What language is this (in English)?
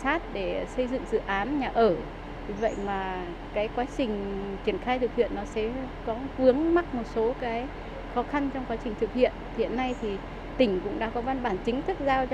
Vietnamese